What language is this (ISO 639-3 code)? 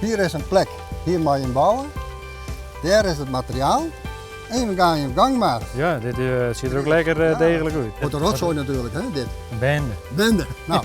fry